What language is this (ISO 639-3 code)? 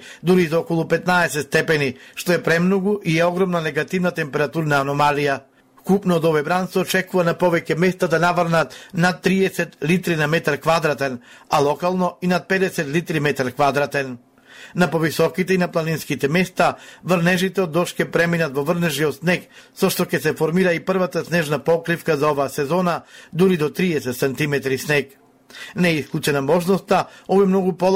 mkd